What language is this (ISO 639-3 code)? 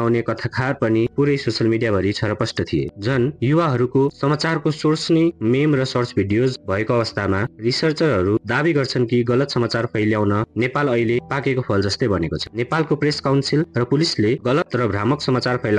nep